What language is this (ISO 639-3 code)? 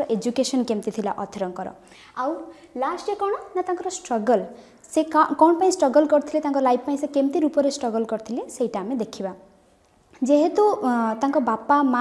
ori